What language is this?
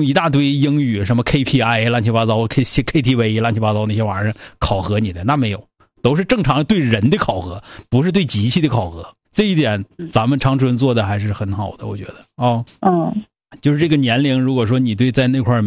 Chinese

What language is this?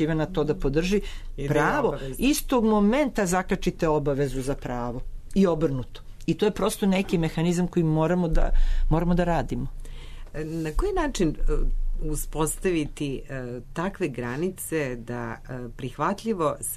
Serbian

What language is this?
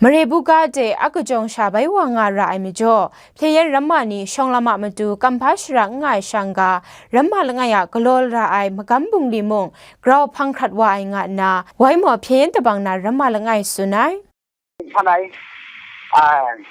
Kachin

